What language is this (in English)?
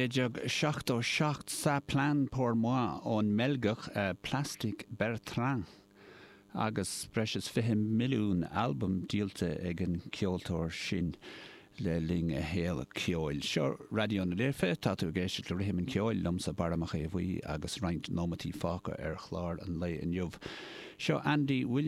Irish